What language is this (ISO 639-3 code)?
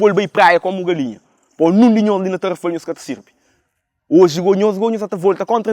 kea